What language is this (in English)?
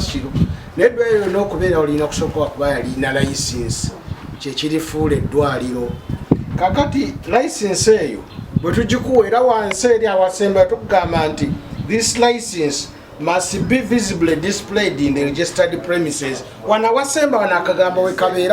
Ganda